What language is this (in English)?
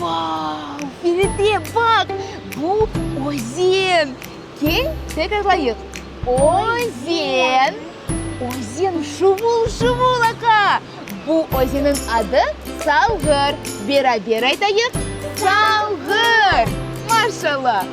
Crimean Tatar